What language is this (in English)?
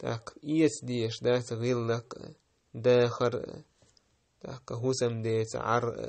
Chechen